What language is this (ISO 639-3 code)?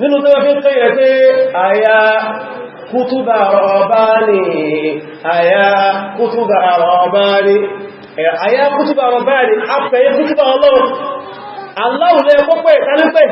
yor